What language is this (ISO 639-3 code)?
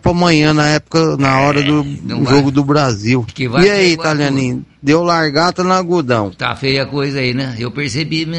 por